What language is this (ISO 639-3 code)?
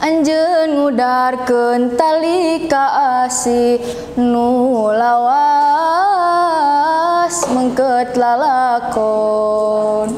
sun